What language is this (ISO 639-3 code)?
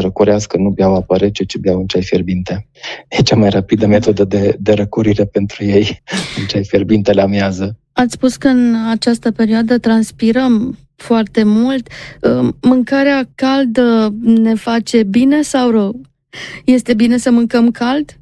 ron